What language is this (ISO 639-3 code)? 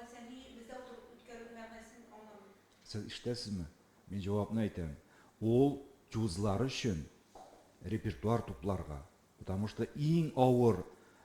tat